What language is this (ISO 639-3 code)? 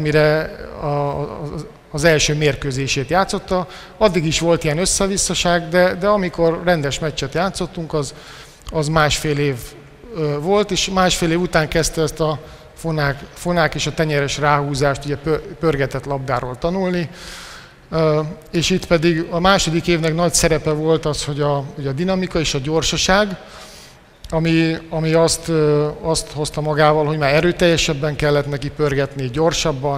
hun